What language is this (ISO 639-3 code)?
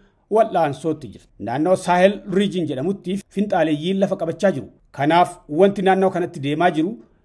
orm